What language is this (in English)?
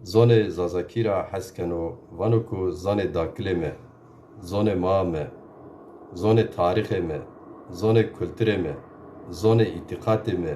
Zaza